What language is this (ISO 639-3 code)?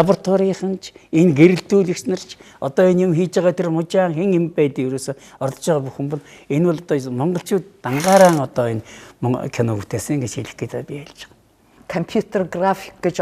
mon